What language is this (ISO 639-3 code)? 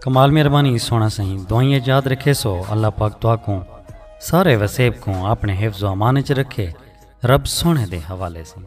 skr